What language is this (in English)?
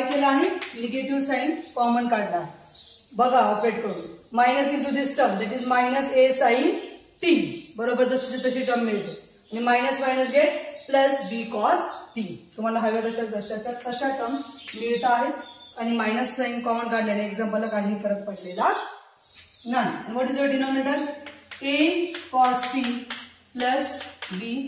Marathi